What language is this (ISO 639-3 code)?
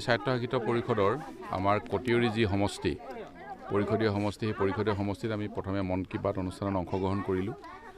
asm